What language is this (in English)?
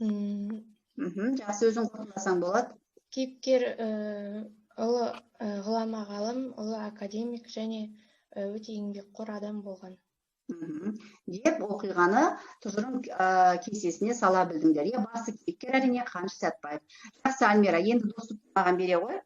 Kazakh